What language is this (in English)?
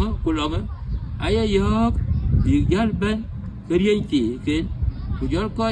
Dinka